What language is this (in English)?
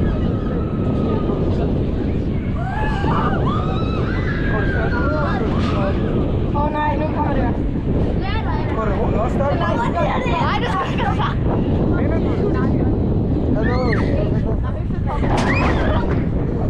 Danish